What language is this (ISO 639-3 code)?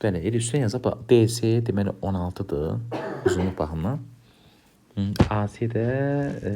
aze